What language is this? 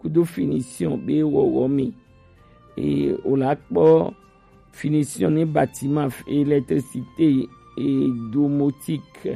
Gen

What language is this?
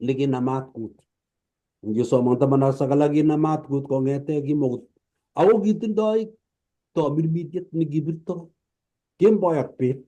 Kalenjin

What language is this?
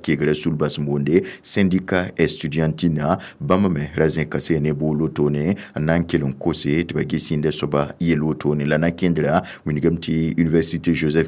Mossi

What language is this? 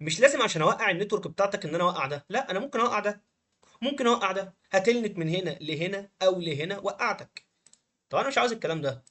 Egyptian Arabic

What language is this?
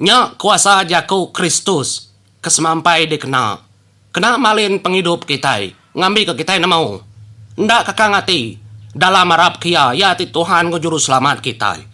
Iban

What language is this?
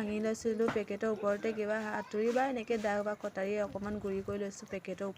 Assamese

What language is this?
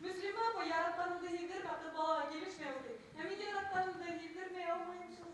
Bashkir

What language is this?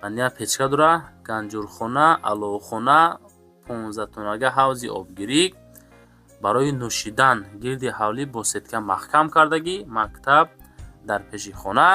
Tajik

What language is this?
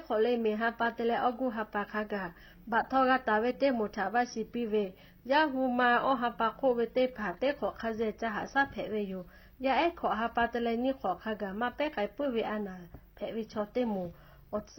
Lahu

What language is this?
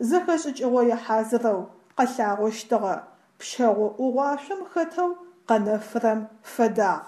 Adyghe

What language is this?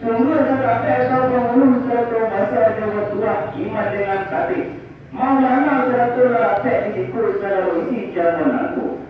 Minangkabau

